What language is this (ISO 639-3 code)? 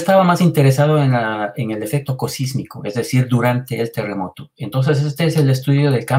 spa